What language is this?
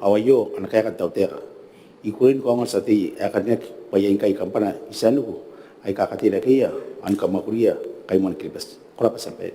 Gilbertese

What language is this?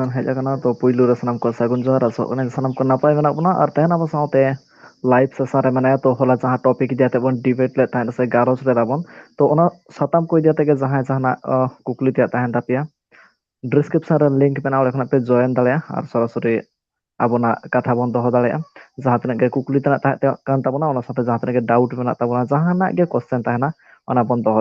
Santali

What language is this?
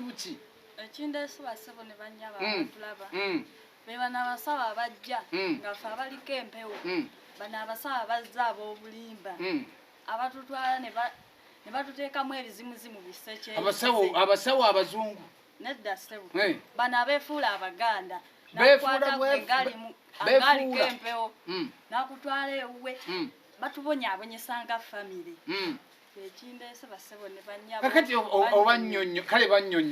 Ganda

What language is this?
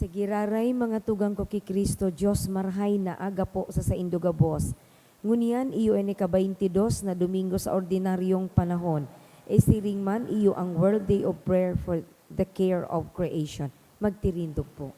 Bikol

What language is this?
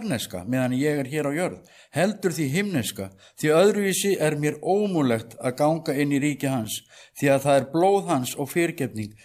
Icelandic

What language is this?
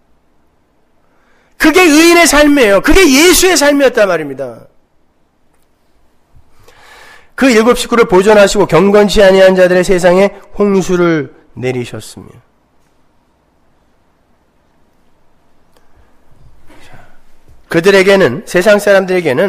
Korean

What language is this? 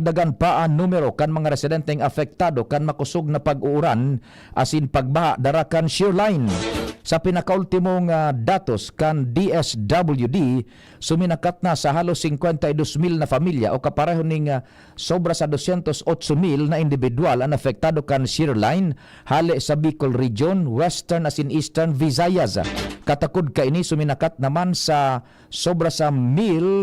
Bikol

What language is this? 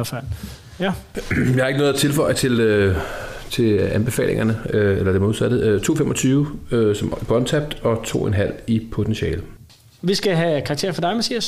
Danish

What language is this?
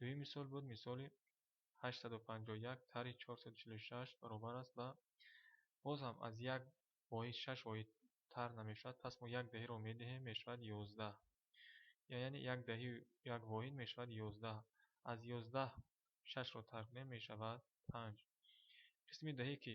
Tajik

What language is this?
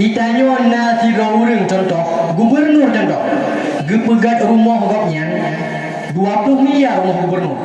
Achinese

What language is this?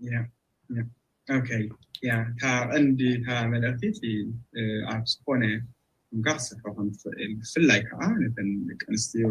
Tigrinya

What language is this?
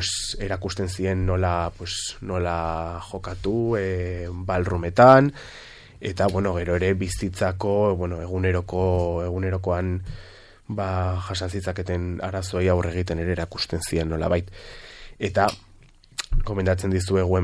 Basque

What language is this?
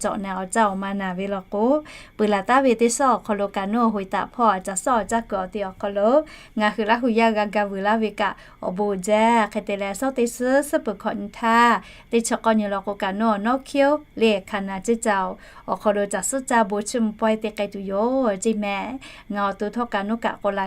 Lahu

